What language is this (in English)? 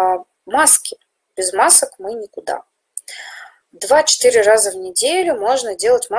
Russian